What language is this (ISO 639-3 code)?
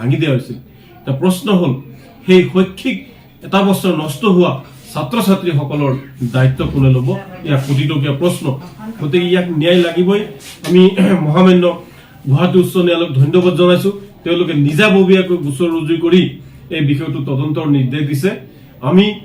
asm